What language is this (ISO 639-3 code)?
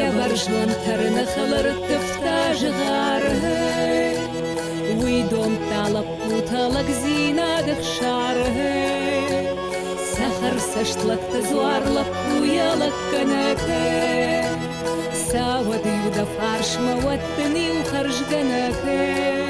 oss